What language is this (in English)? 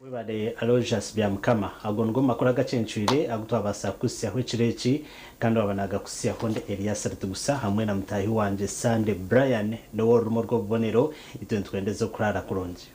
Nyankole